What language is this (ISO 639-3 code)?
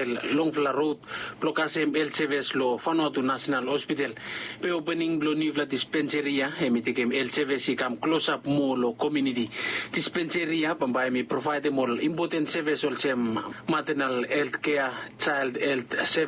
bis